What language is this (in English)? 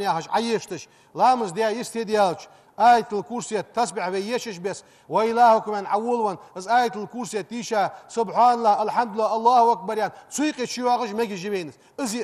Ingush